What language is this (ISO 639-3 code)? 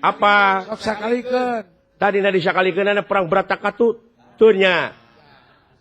sun